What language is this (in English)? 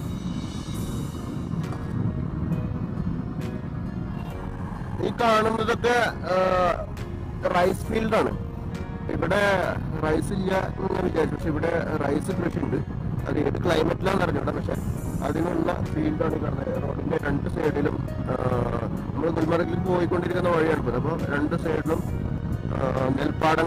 Malayalam